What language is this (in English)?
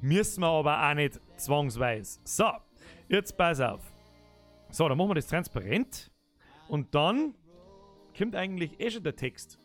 Bavarian